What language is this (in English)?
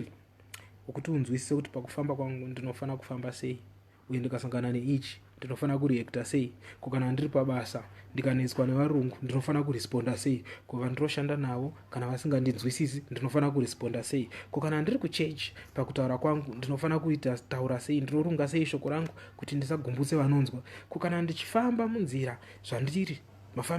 Shona